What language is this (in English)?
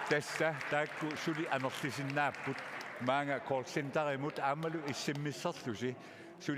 Kalaallisut